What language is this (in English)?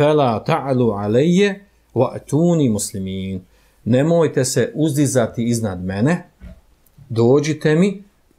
Bosnian